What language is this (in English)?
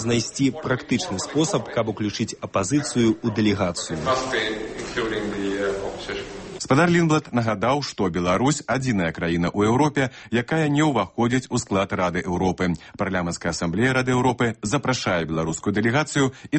Belarusian